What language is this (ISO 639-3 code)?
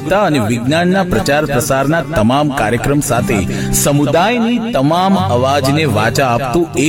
guj